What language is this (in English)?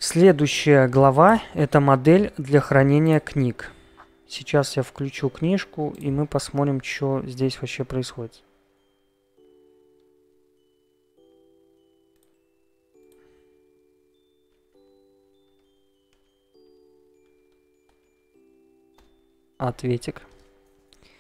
Russian